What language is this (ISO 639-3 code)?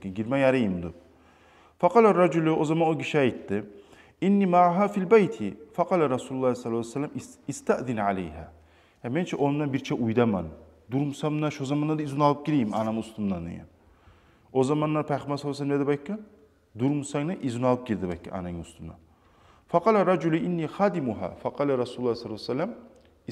kum